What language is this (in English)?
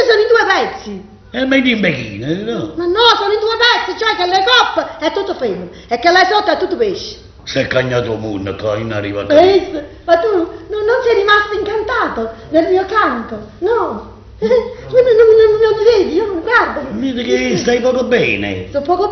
Neapolitan